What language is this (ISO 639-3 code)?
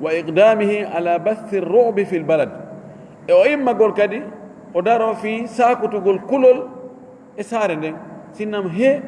ful